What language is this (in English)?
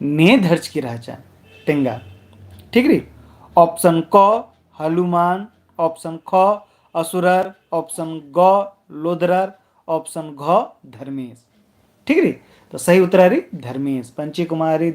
Kurukh